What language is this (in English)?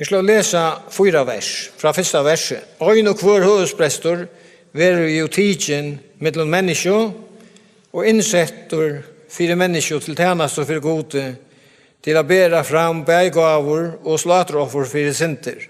Faroese